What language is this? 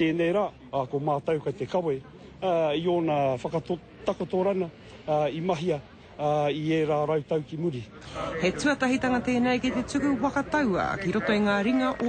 Māori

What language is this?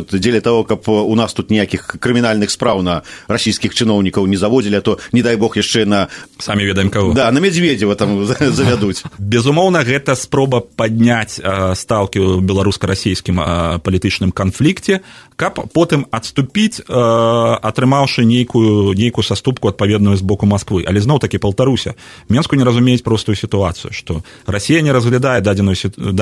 Belarusian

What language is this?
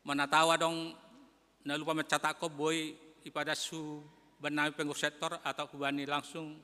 Batak Simalungun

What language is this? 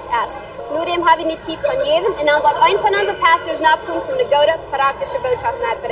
Plautdietsch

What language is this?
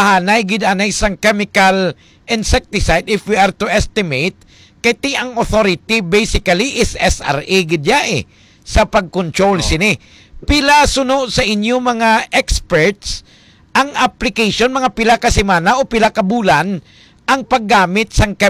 Hiligaynon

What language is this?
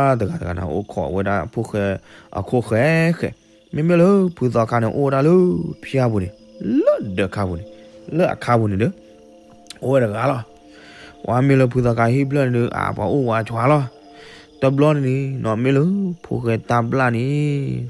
S'gaw Karen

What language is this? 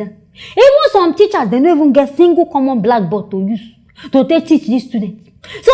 Nigerian Pidgin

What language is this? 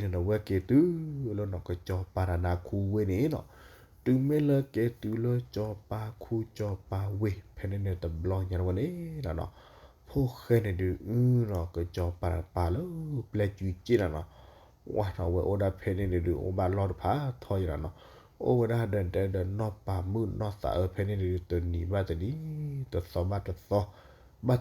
S'gaw Karen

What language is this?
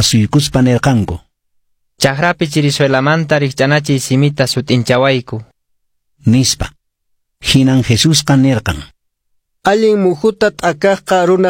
Quechua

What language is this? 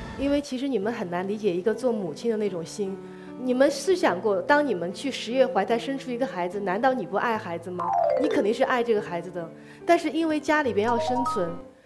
Chinese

